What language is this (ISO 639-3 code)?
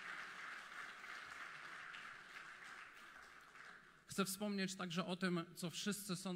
pol